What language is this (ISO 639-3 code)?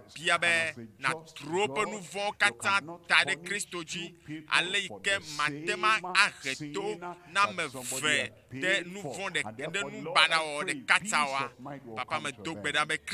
ewe